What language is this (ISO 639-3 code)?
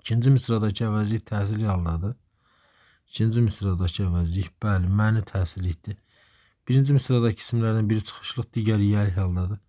aze